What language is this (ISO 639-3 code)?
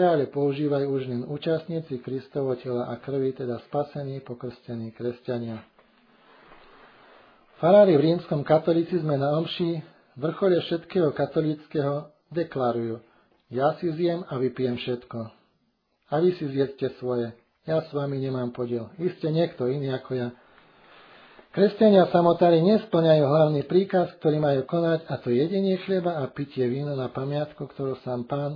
slk